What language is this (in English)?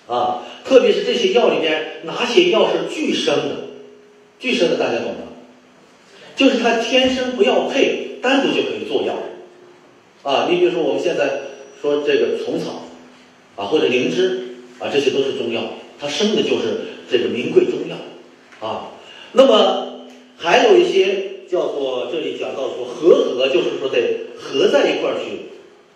Chinese